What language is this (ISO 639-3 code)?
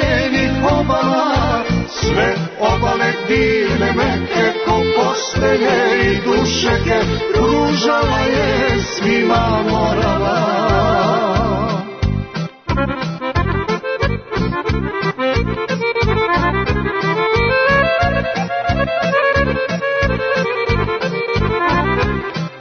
srp